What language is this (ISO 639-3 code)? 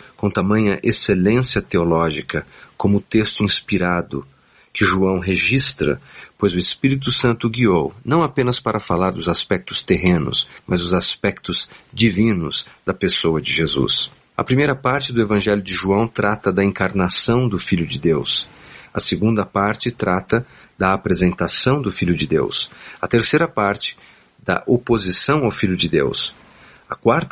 por